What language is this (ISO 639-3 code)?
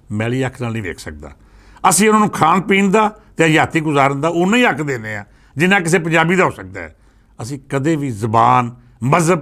lah